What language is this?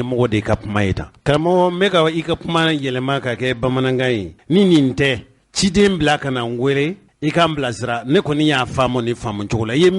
Bambara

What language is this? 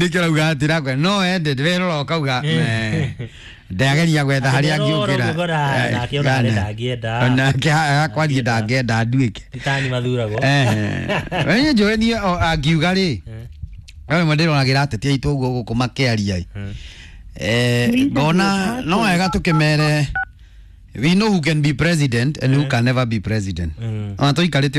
Kikuyu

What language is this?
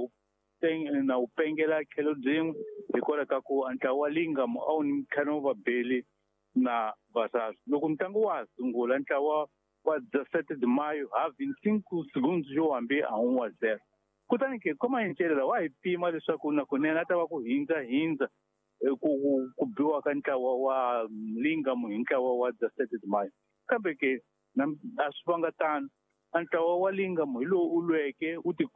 Tsonga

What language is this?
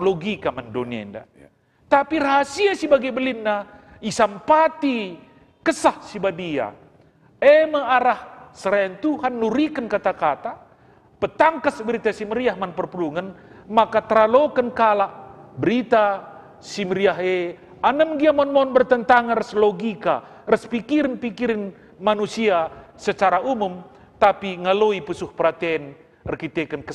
Batak Karo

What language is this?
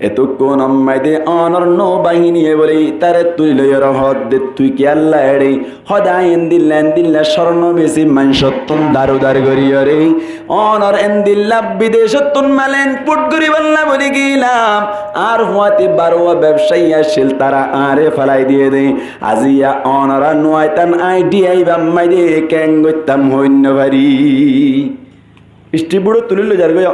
Rohingya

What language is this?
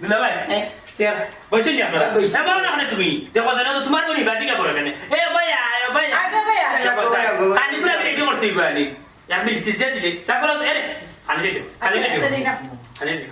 Sylheti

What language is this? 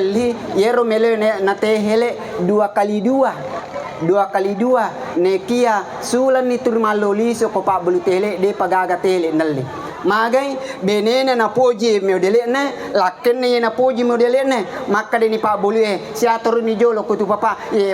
Buginese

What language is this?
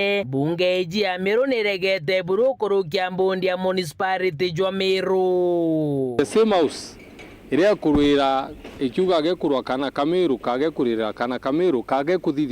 Meru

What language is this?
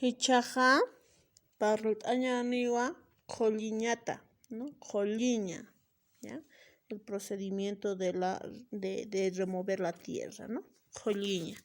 Aymara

